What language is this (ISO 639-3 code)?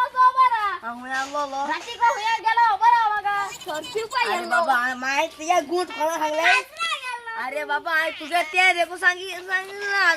kok